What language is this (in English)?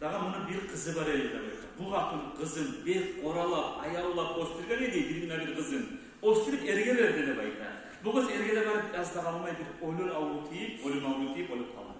Kumyk